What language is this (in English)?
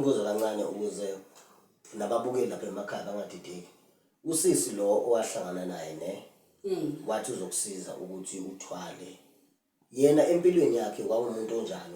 Zulu